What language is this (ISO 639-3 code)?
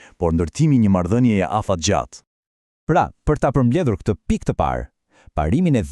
sqi